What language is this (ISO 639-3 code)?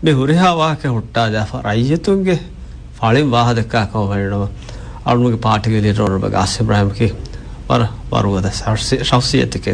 div